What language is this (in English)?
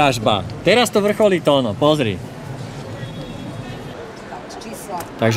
Slovak